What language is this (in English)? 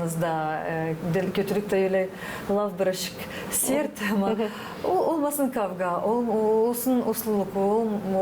Gagauz